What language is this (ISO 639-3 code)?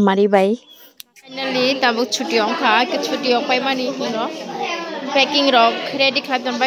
trp